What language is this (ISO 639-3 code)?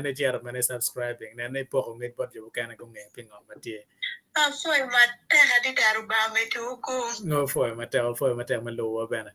ach